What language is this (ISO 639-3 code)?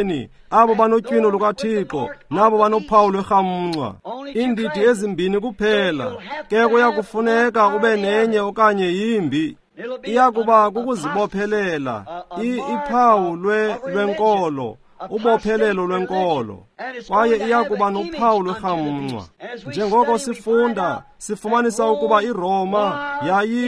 xho